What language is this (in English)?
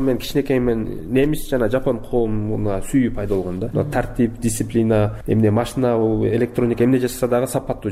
Kyrgyz